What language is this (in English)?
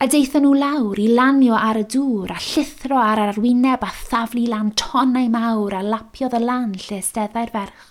Welsh